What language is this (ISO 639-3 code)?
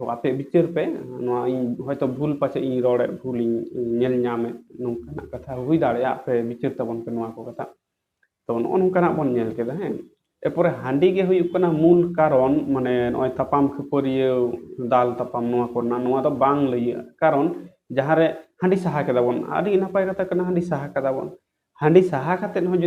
sat